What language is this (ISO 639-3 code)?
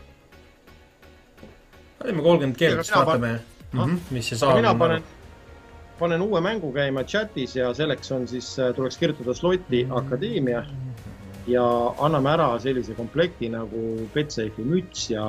est